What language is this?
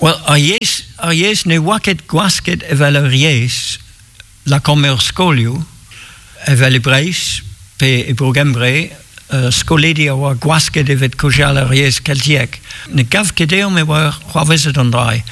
Breton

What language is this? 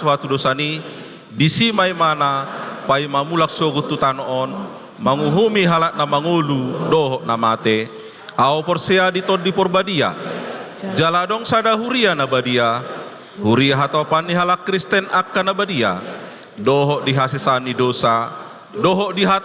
Batak Toba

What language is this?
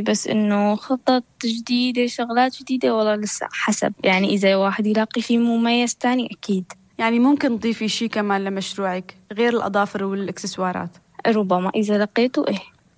North Levantine Arabic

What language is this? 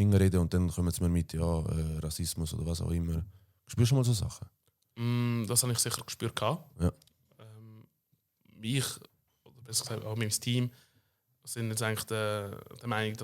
Swiss German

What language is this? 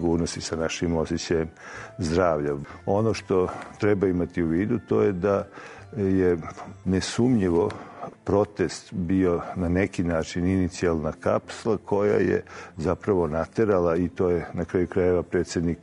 Serbian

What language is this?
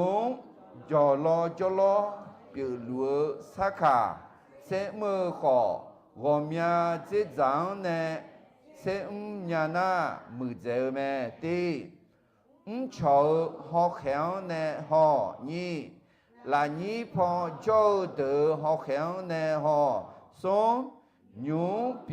Akha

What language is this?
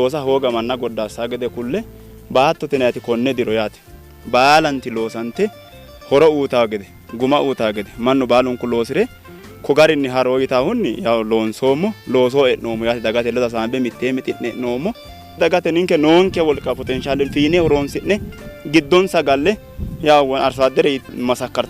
Sidamo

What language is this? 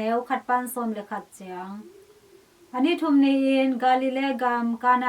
Tedim Chin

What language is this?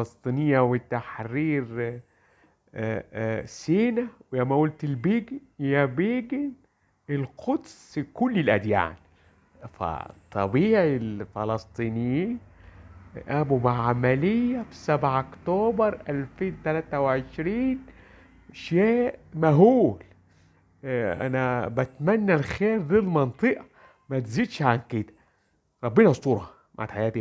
Egyptian Arabic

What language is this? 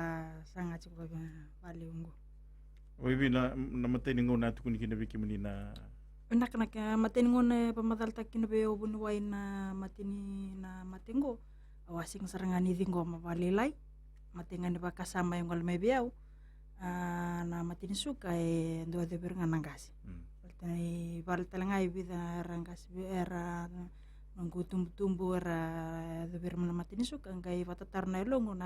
Fijian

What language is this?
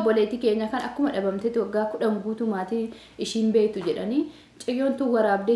Oromo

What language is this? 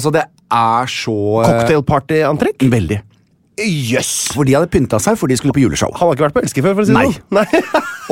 Norwegian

